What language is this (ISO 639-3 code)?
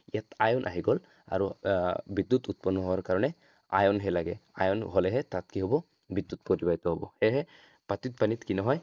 asm